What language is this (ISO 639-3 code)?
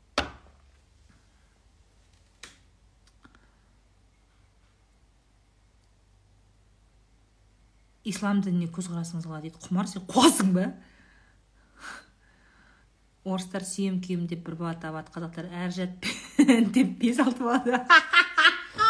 kaz